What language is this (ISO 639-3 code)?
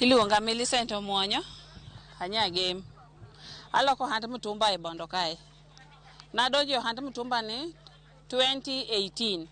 luo